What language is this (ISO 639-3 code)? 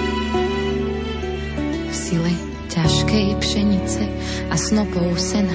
slk